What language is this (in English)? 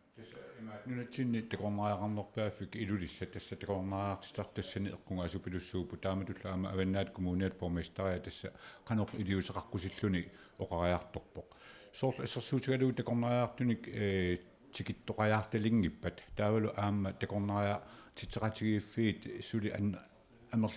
Kalaallisut